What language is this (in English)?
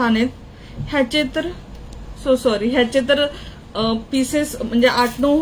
Marathi